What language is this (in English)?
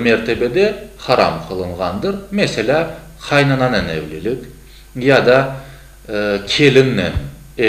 Crimean Tatar